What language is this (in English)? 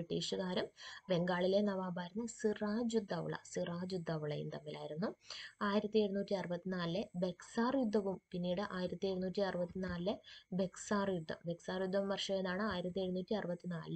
Malayalam